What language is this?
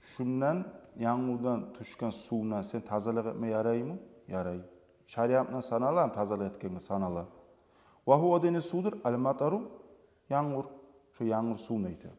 Kumyk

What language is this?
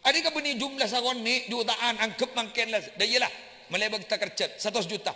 Madurese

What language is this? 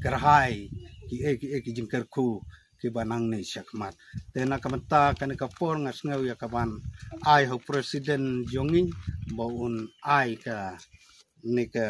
Khasi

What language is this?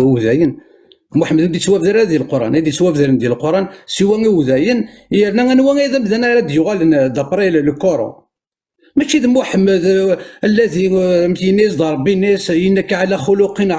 Kabyle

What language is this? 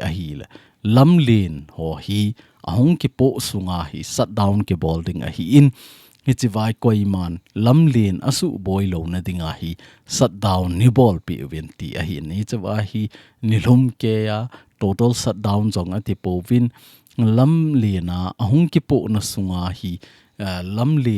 Thado Chin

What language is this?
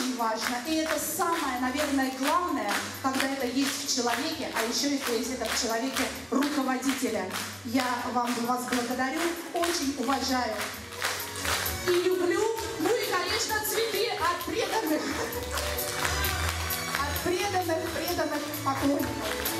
Russian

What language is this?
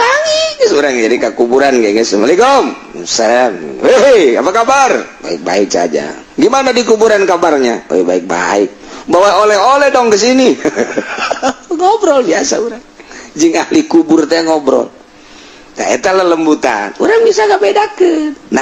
Sundanese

